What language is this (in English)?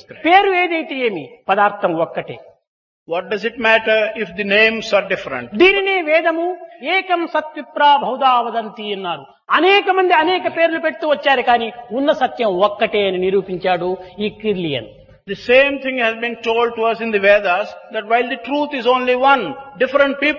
Telugu